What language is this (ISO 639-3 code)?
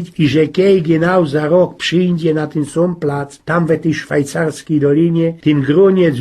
szl